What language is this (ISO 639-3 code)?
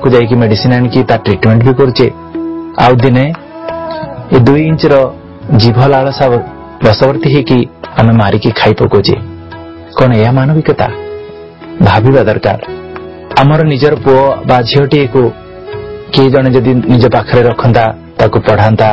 ori